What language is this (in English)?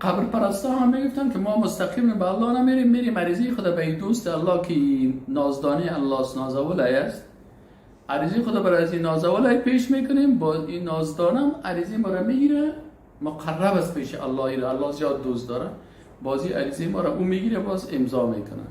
Persian